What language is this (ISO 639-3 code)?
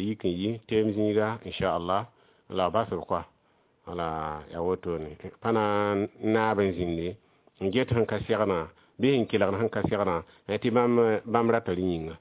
mos